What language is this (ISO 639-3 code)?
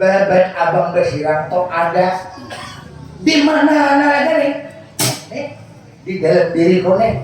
bjn